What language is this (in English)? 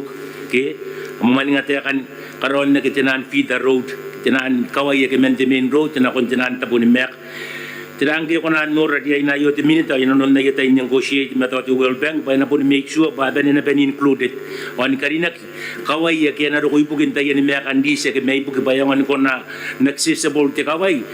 Gilbertese